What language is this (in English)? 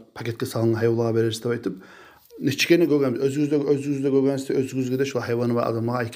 Kumyk